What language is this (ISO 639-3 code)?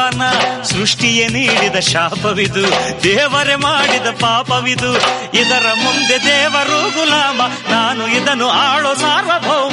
kan